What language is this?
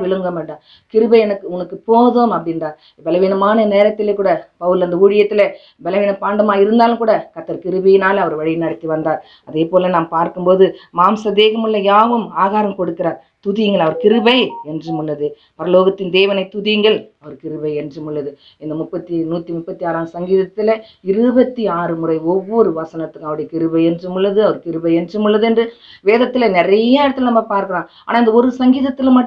Tamil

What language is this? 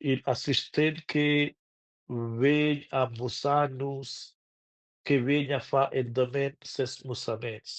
Romansh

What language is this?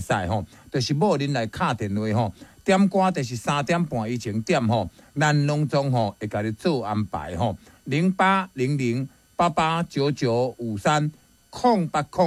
Min Nan Chinese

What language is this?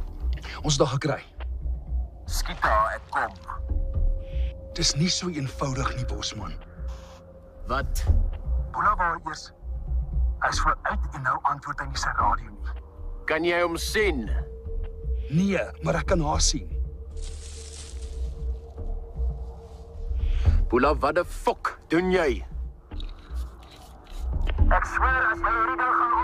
Afrikaans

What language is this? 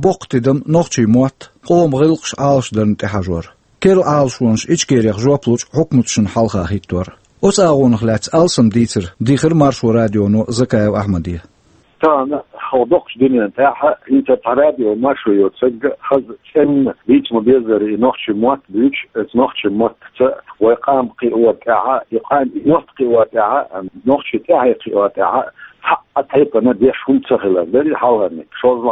Chechen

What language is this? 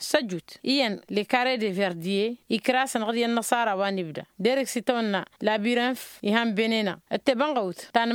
Tamasheq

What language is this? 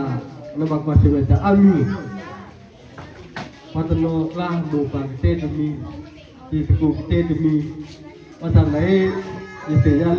S'gaw Karen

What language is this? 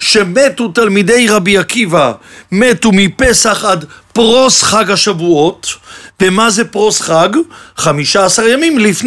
Hebrew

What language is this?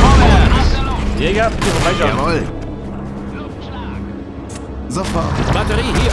Bavarian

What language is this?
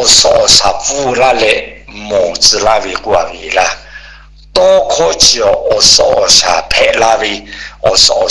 Lahu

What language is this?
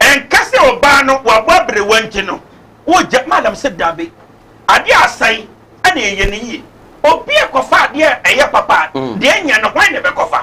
Akan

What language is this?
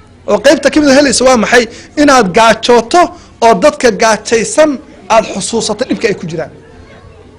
Somali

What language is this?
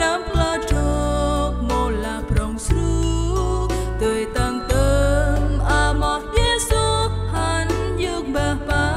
Central Mnong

